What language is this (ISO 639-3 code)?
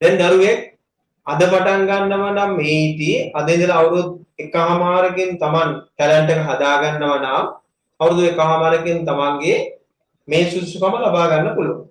sin